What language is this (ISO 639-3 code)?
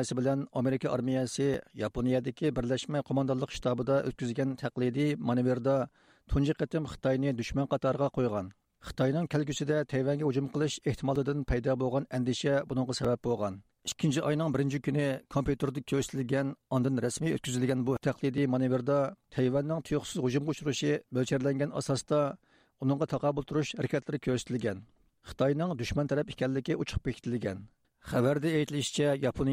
uig